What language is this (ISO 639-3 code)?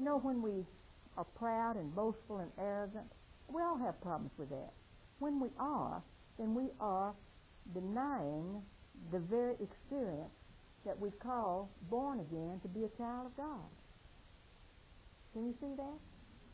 eng